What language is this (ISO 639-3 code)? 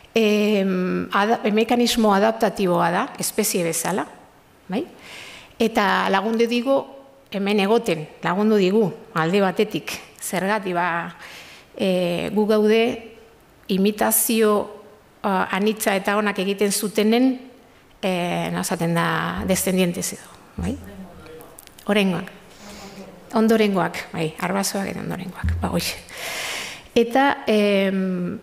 eus